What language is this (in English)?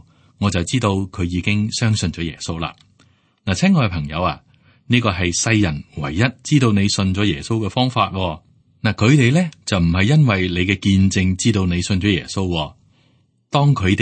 Cantonese